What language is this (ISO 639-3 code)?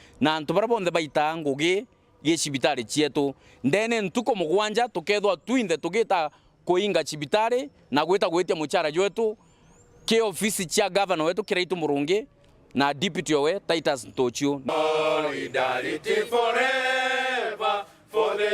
mer